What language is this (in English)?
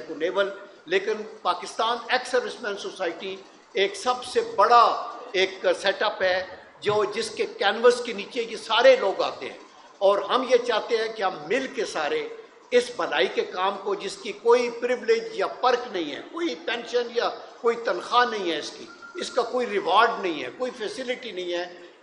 Urdu